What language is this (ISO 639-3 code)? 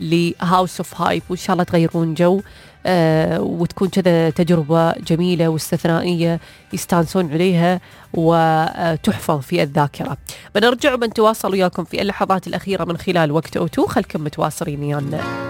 afb